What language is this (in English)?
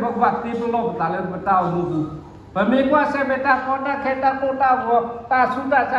S'gaw Karen